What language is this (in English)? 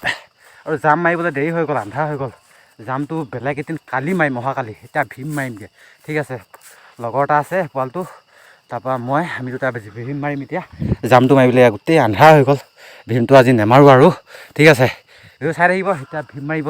Assamese